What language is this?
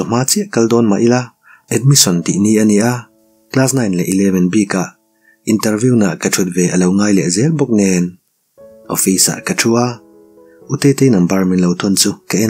Mizo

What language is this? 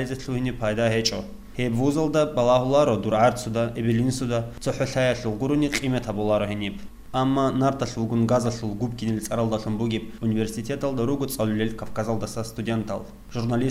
Avaric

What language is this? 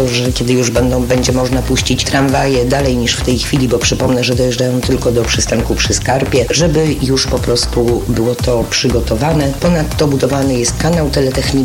Polish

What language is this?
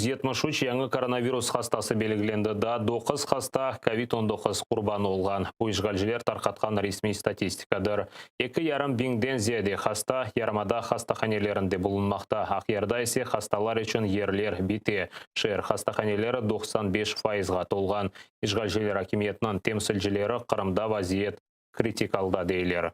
Crimean Tatar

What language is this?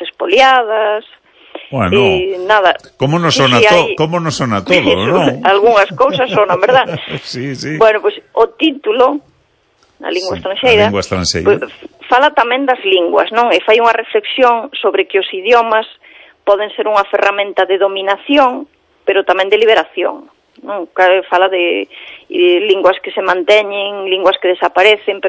Galician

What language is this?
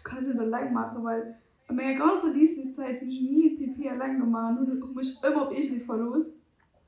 Luxembourgish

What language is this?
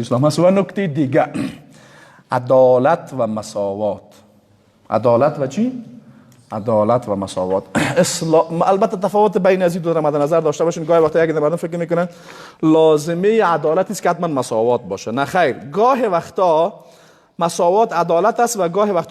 Persian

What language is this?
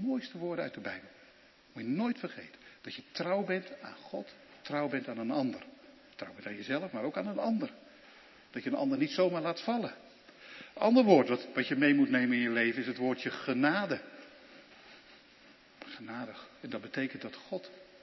Dutch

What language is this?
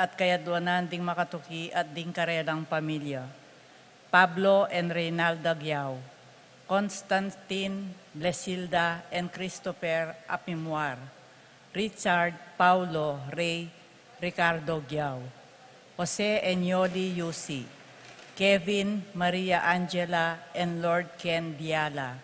Pampanga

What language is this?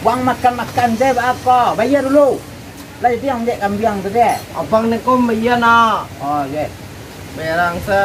Minangkabau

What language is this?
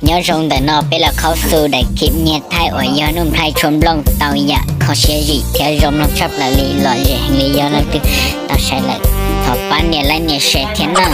Hmong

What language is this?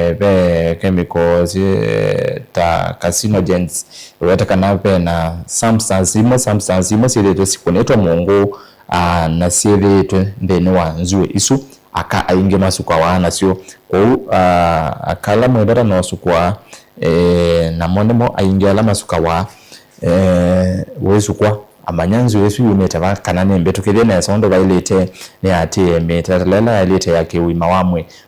Kamba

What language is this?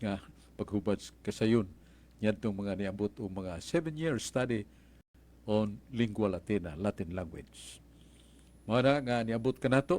Cebuano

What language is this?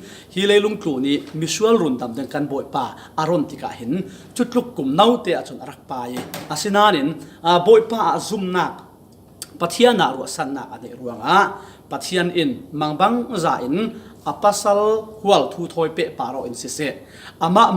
Falam Chin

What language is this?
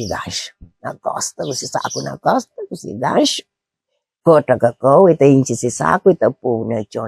Kabuverdianu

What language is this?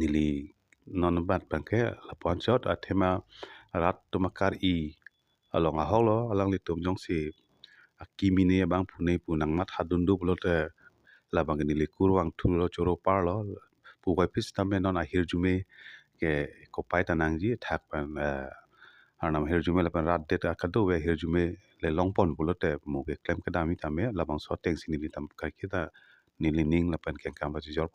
Karbi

